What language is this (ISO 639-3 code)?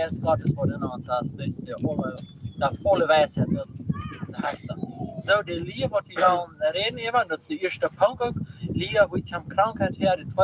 pdt